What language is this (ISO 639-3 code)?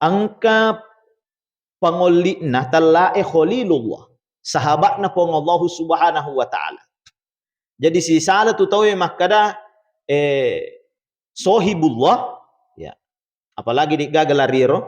bug